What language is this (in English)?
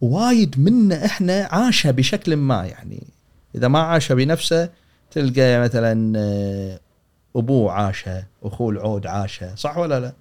Gulf Arabic